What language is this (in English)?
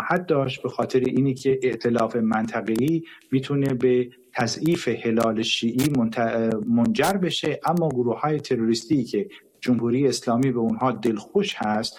Persian